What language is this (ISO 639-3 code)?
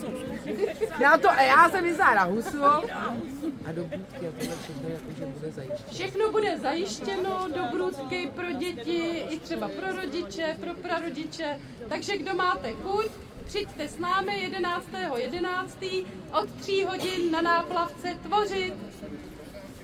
ces